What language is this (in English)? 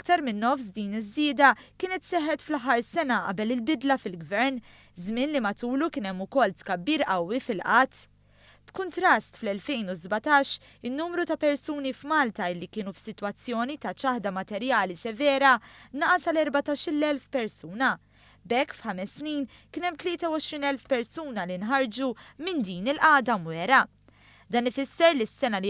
Maltese